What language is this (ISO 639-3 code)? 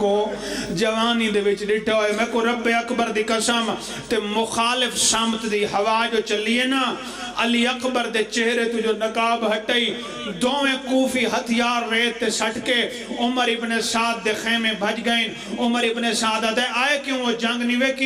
phr